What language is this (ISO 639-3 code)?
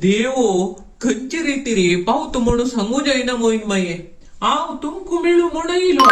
kok